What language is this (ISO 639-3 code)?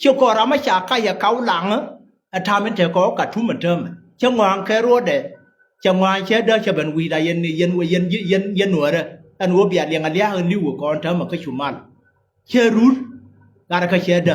nus